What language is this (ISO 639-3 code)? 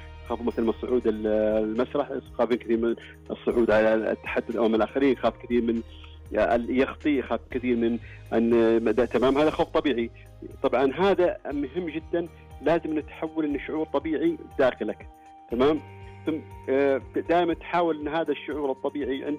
ara